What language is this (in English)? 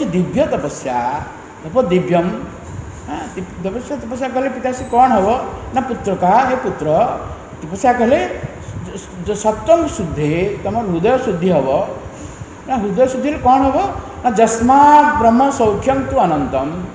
Odia